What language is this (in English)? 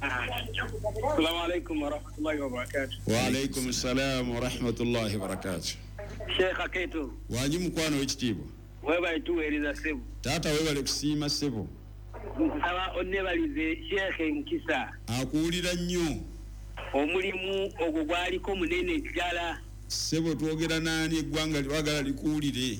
Ganda